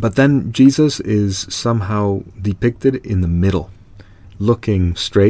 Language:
English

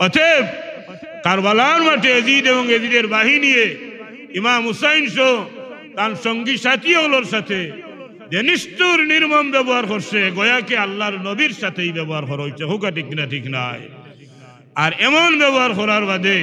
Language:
Sylheti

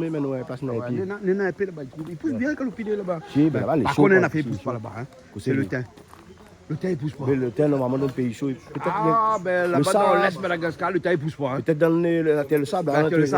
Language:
Réunion Creole French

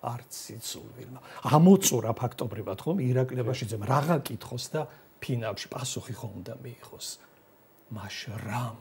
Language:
Georgian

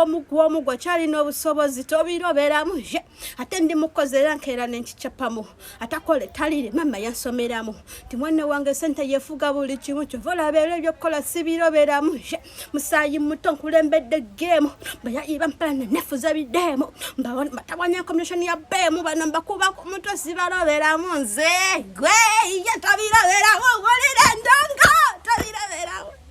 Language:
Ganda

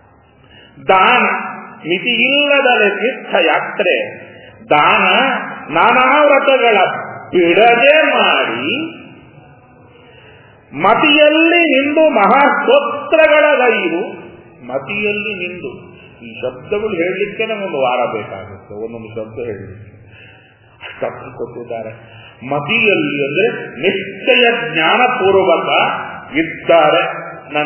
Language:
Kannada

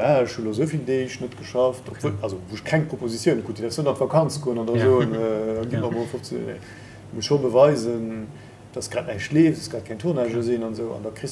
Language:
Luxembourgish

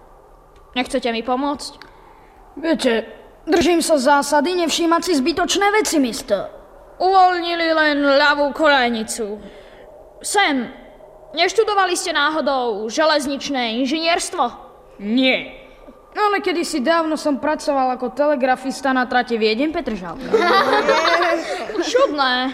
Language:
Slovak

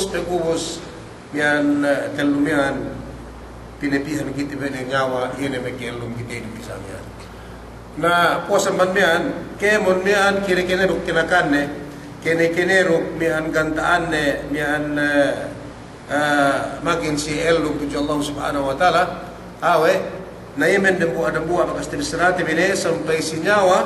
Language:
Yakan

